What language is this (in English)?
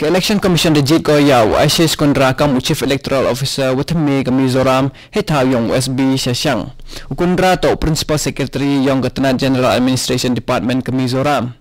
Khasi